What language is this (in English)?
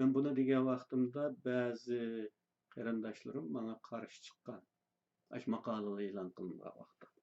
Uyghur